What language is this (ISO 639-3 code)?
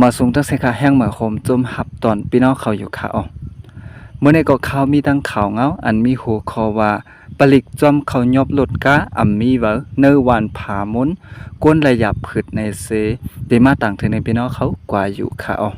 shn